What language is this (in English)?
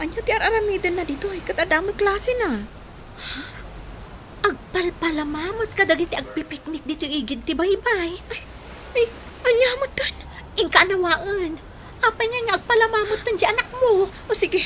Iloko